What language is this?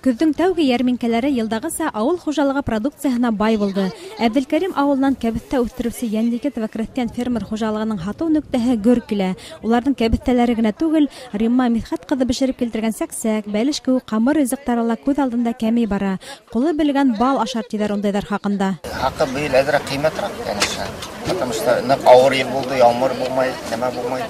Bashkir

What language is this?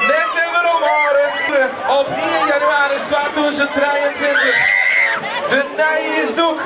Western Frisian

